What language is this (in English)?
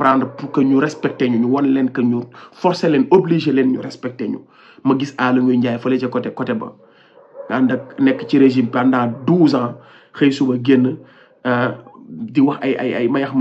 Wolof